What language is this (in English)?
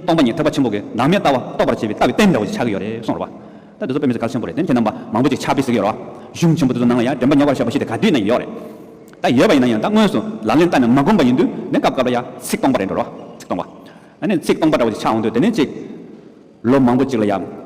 Tibetan